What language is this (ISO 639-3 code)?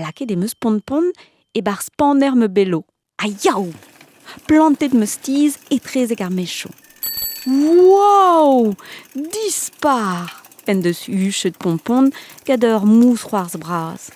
bre